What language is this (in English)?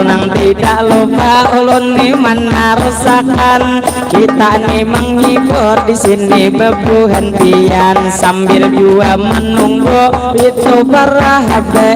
Banjar